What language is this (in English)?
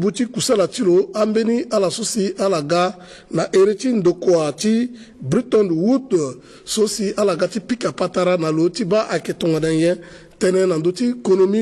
Sango